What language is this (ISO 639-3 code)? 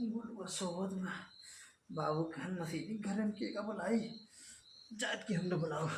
awa